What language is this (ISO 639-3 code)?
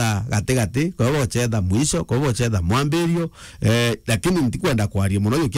mer